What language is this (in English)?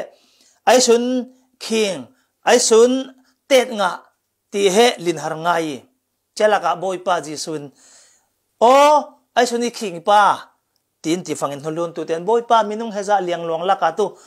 Falam Chin